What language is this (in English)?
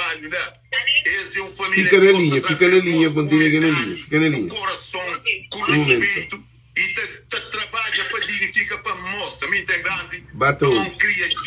Kabuverdianu